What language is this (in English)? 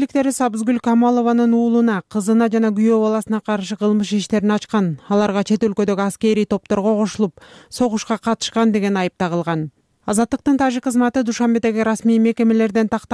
Kyrgyz